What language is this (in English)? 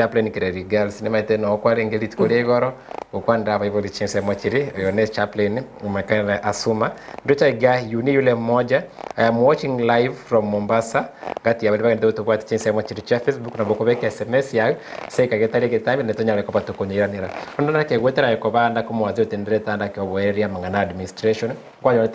Gusii